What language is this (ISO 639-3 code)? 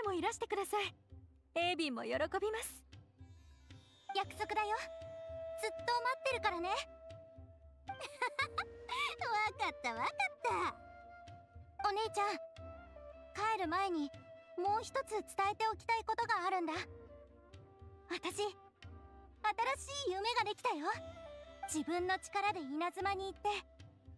jpn